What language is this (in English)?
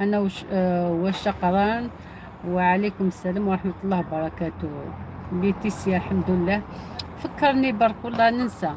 Algerian Arabic